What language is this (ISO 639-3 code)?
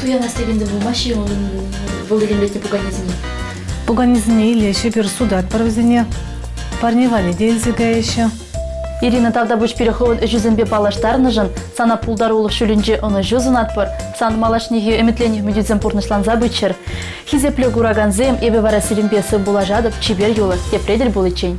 chv